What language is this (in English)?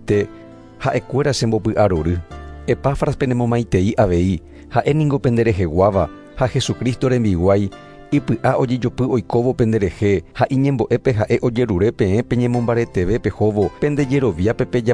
Guarani